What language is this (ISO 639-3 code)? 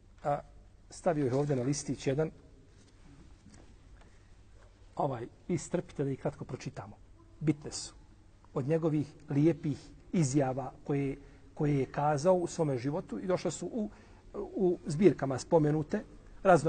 bos